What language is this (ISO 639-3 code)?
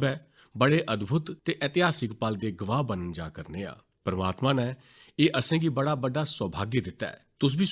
doi